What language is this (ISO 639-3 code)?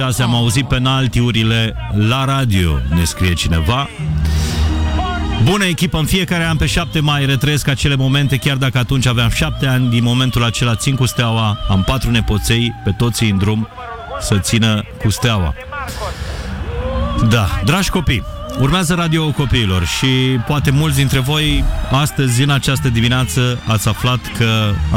ron